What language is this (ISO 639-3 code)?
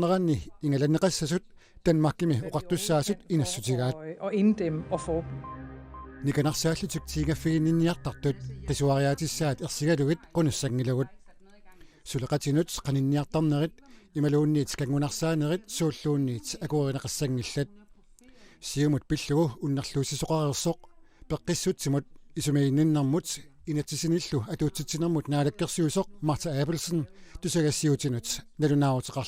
kal